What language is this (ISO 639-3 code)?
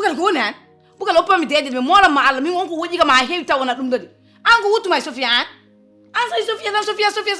ful